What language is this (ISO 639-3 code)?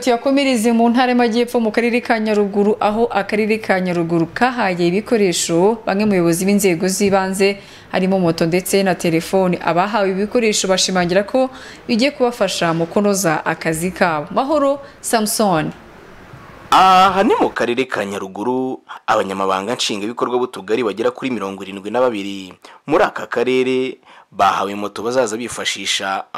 kin